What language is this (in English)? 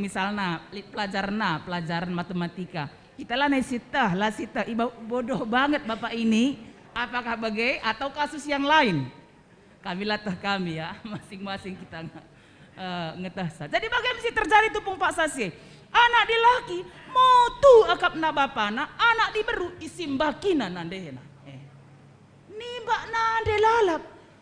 Batak Karo